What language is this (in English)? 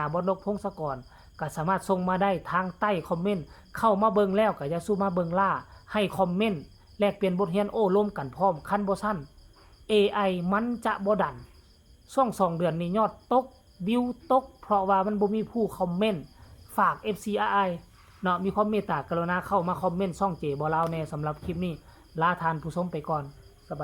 Northeastern Thai